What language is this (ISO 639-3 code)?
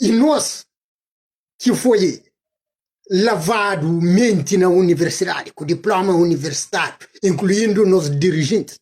kea